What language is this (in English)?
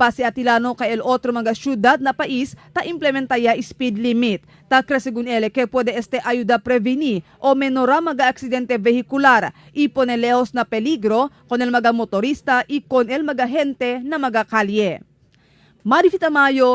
Chavacano